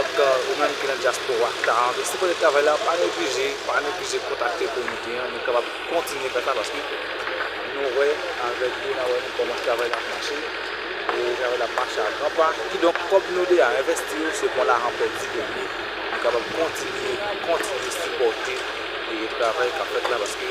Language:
Haitian Creole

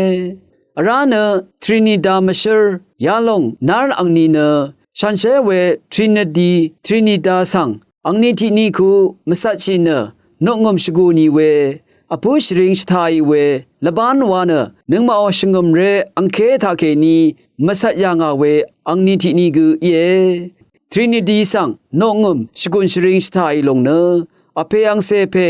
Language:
Rawang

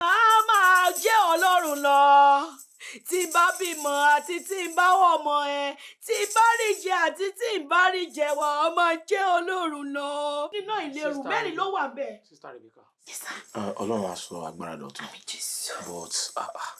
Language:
Yoruba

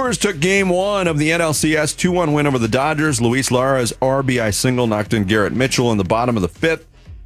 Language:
English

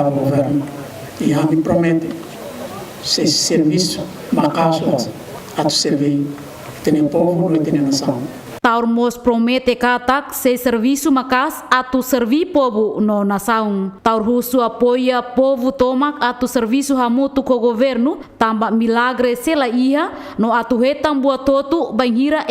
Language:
Tetum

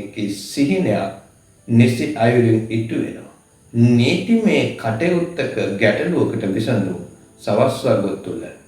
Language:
Sinhala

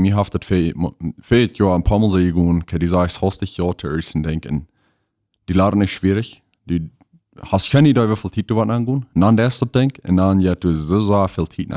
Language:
Plautdietsch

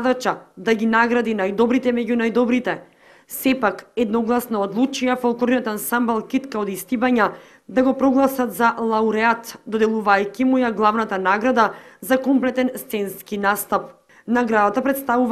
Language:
Macedonian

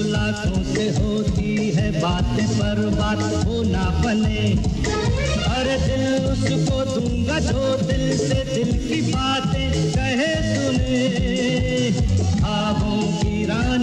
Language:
Hindi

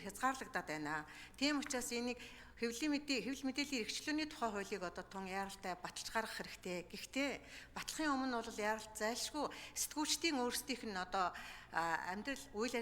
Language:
Mongolian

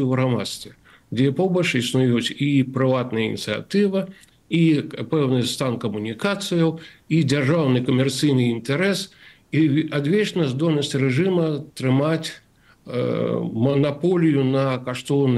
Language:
Belarusian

